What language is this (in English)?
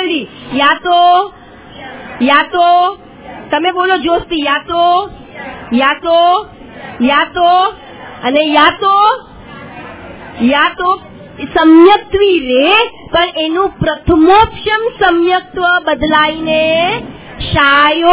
Gujarati